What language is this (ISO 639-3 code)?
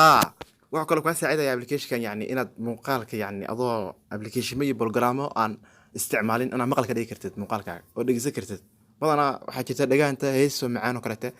som